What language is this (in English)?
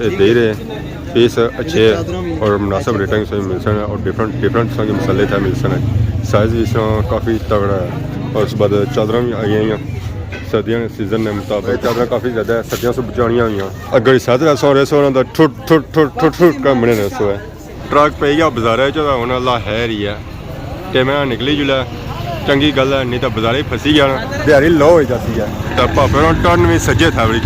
Pahari-Potwari